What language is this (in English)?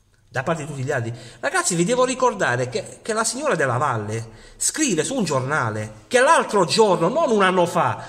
Italian